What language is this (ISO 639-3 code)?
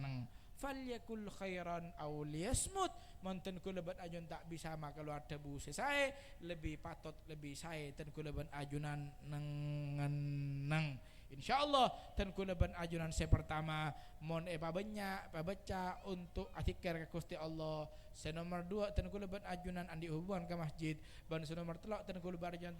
mad